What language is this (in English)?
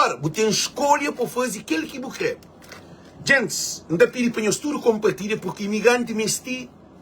Kabuverdianu